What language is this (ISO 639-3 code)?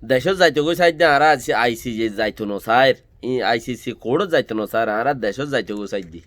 rhg